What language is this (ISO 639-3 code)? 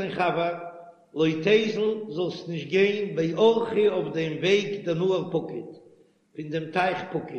yid